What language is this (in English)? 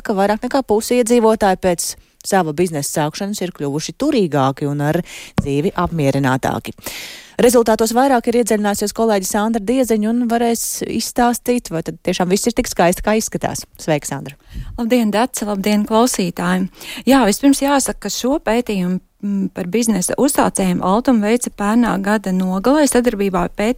Latvian